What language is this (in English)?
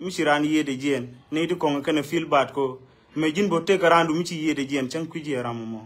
Nuer